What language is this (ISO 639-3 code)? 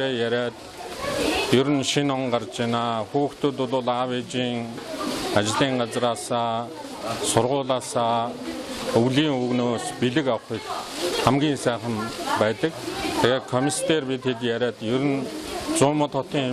mon